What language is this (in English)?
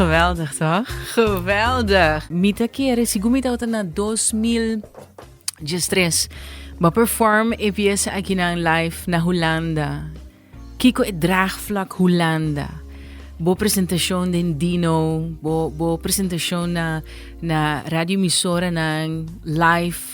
Papiamento